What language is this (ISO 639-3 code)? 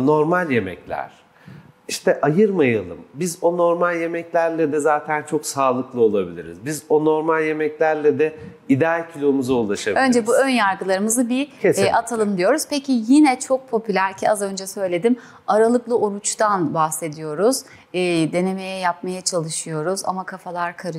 tur